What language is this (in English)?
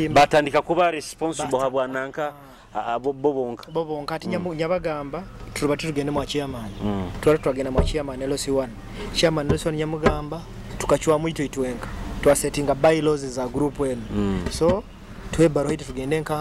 Nyoro